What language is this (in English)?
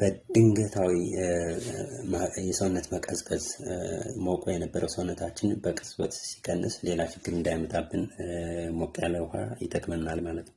Amharic